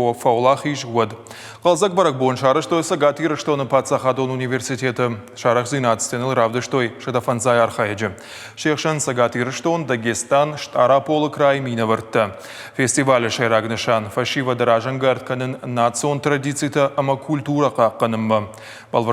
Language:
Ossetic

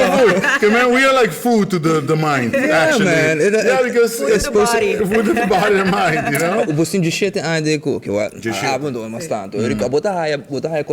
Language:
Papiamento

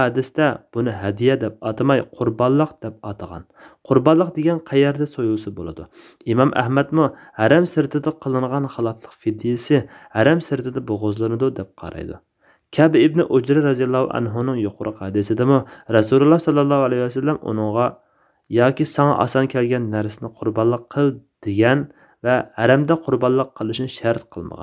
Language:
Uyghur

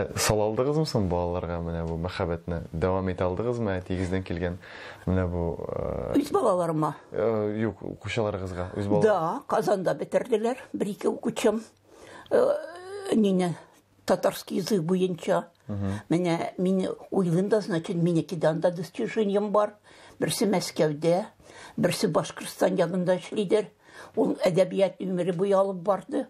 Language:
Tatar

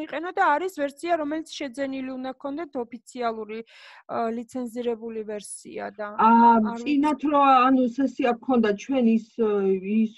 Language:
Georgian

